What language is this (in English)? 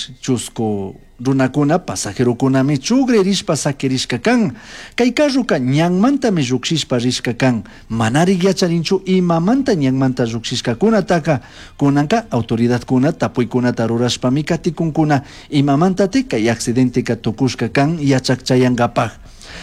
Chimborazo Highland Quichua